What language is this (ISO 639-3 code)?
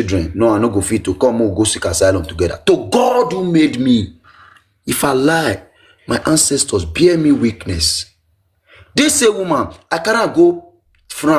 pcm